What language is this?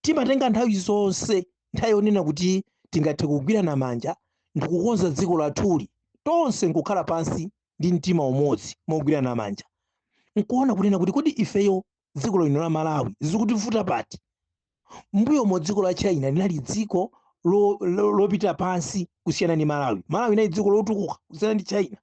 Nyanja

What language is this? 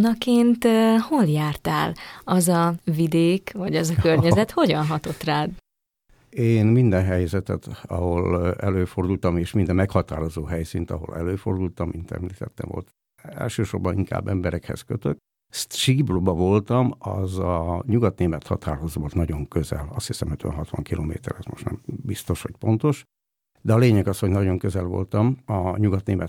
Hungarian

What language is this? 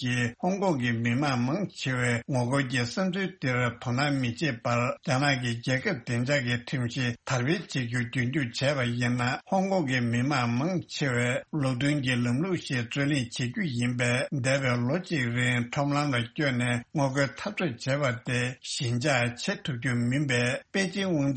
Tibetan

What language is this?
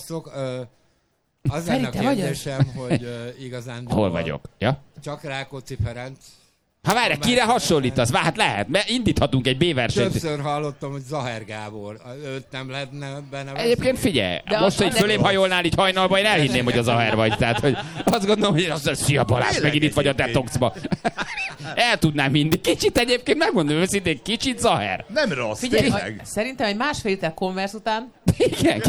Hungarian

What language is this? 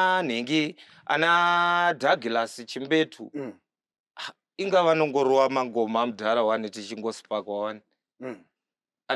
Shona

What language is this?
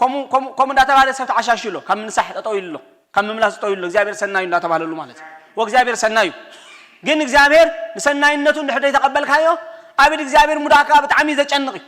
Tigrinya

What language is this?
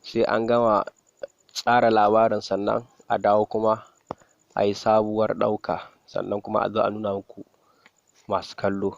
Hausa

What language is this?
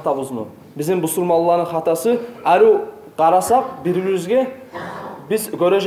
Kumyk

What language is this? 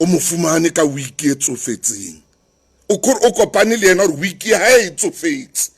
Southern Sotho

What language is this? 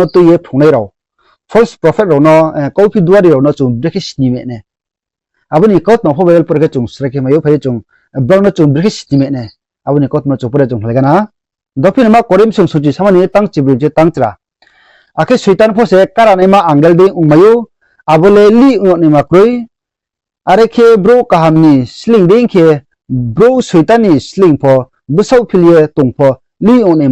Riang (India)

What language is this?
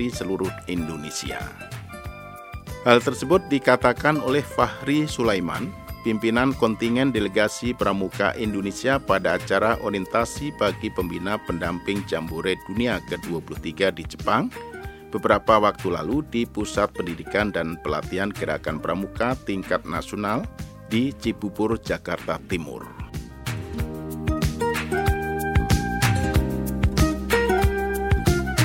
Indonesian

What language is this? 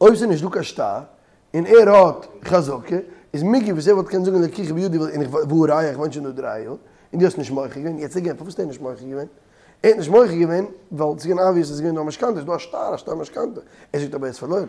Yiddish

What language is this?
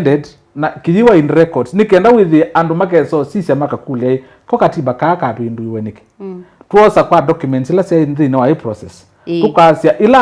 Kamba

